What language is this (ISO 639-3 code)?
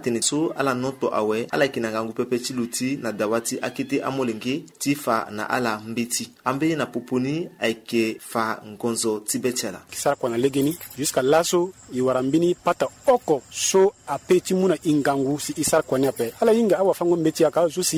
sag